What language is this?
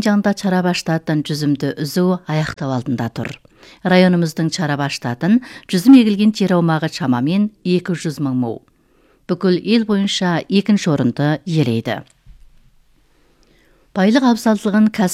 Kazakh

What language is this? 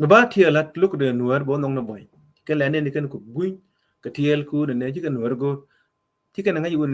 Nuer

